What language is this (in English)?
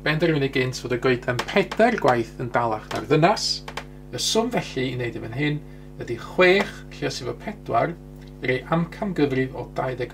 Welsh